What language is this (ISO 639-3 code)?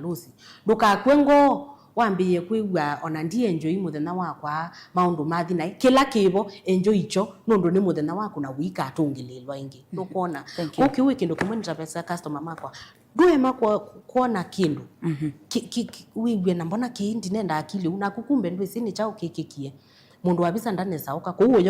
kam